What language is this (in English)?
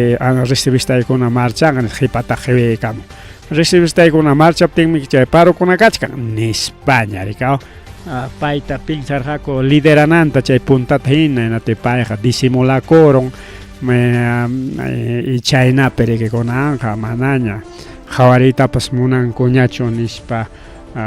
Ayacucho Quechua